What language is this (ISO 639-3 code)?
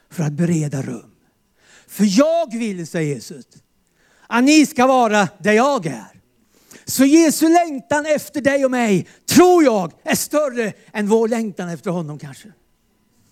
swe